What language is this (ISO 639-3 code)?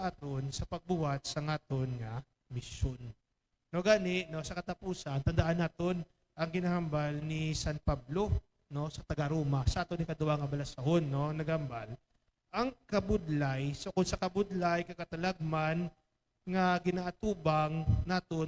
hil